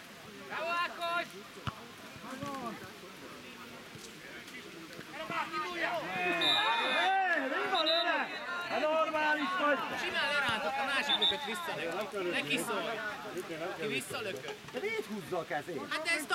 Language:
Hungarian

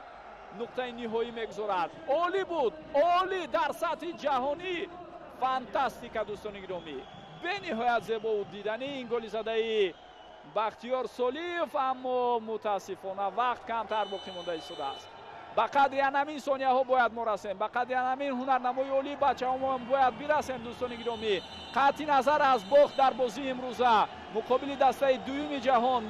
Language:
Tajik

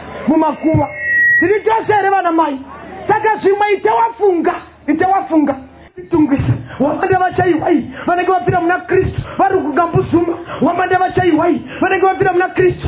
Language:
Shona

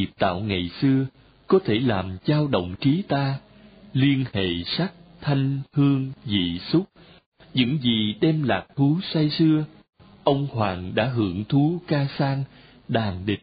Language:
Vietnamese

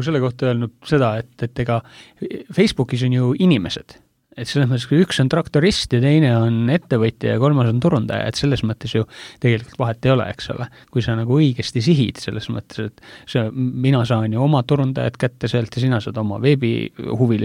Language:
Estonian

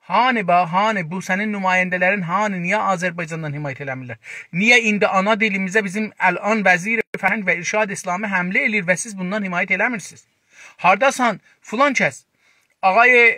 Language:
South Azerbaijani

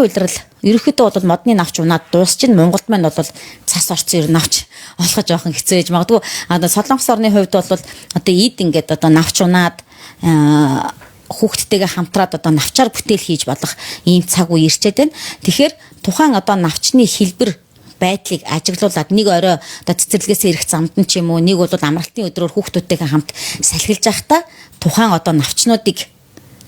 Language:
Mongolian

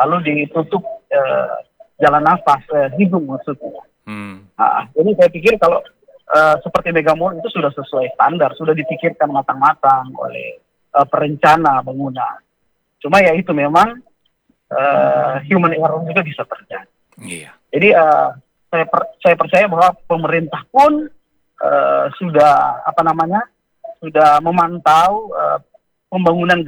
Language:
Indonesian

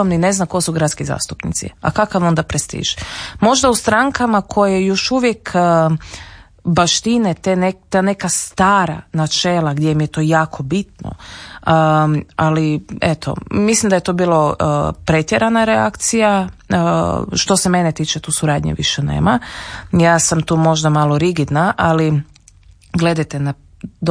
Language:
Croatian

